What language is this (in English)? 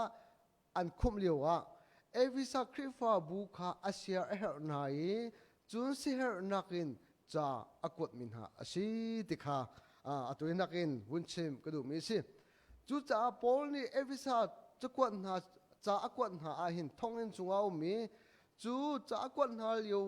Hakha Chin